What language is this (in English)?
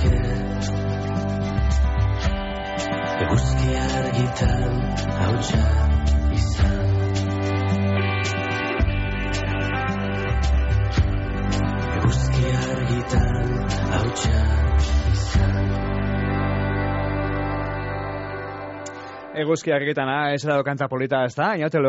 Basque